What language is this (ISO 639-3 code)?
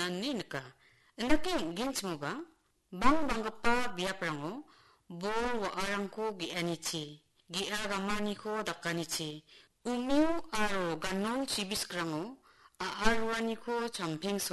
grt